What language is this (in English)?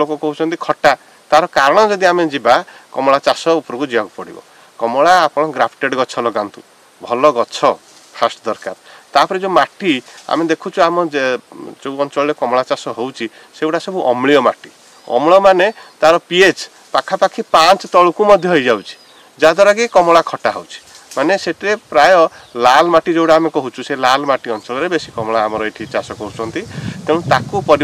Odia